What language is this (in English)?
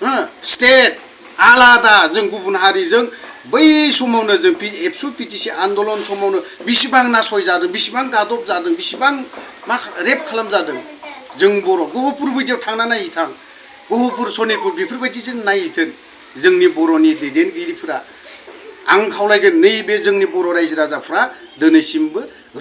Bodo